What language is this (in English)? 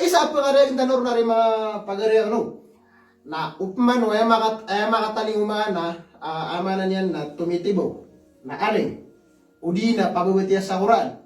Maranao